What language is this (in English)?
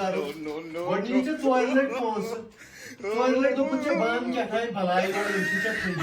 Kashmiri